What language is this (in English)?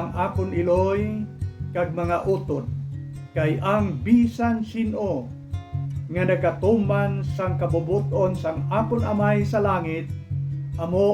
Hiligaynon